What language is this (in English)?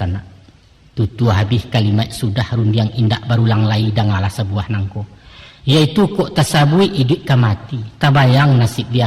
Minangkabau